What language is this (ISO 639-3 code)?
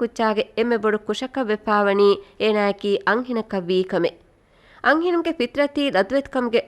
div